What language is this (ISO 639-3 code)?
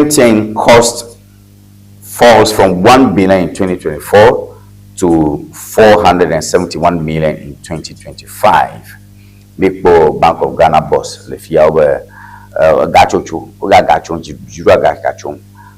ewe